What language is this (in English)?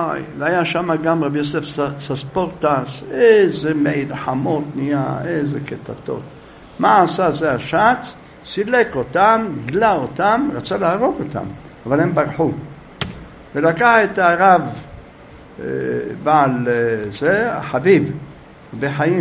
Hebrew